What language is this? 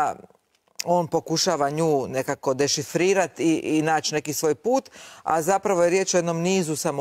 Croatian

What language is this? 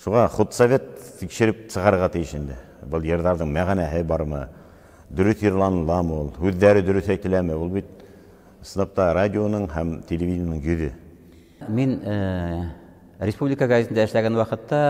Bashkir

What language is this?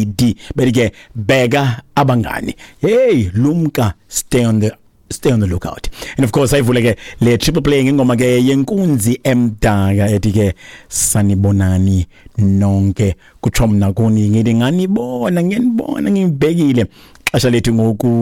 Xhosa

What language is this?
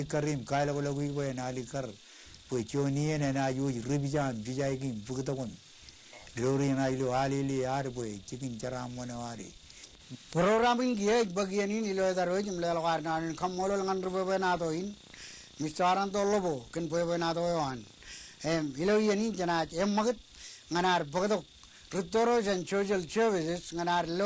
Marshallese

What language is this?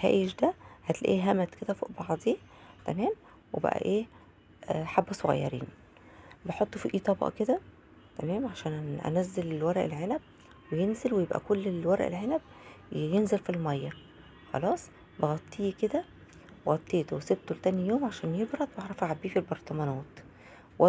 Egyptian Arabic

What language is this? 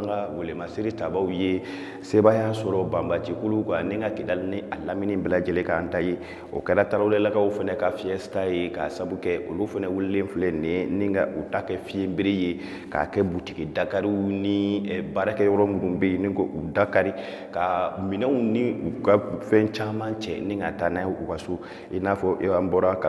Bambara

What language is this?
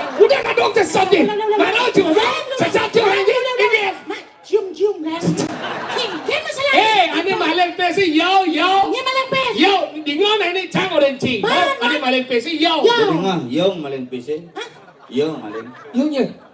Balinese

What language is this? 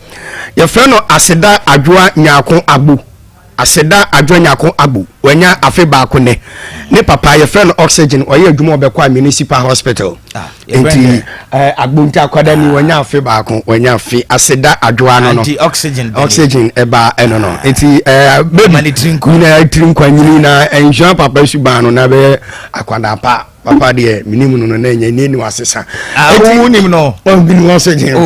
Akan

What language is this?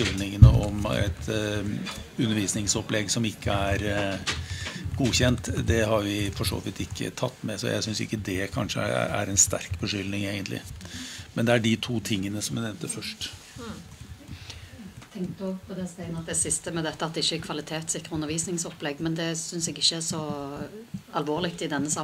Norwegian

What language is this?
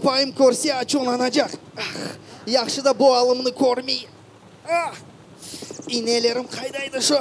Crimean Tatar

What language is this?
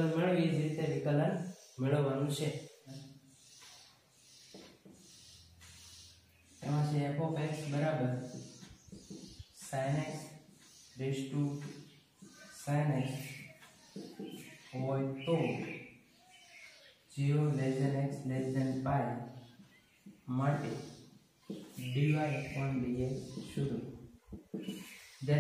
Gujarati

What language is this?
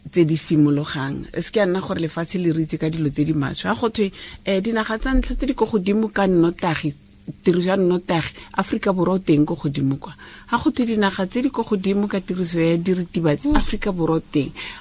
Tswana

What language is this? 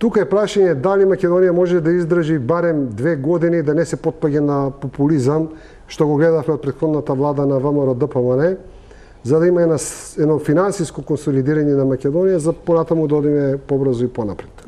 Macedonian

